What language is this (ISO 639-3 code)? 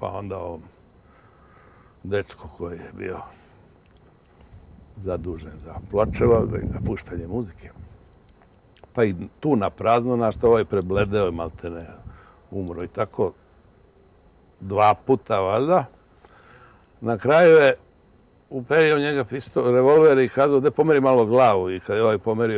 srp